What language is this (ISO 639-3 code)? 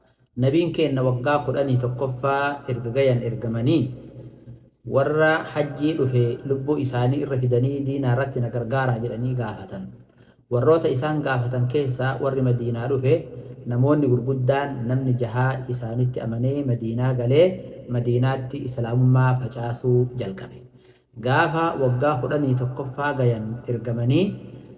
orm